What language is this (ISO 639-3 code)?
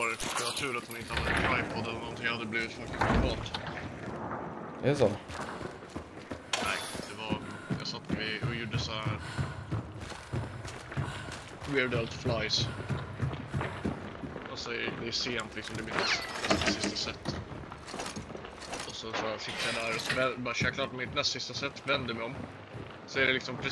swe